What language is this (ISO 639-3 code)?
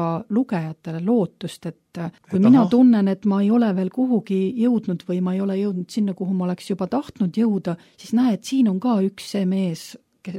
est